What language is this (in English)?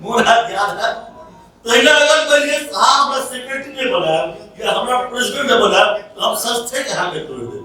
Maithili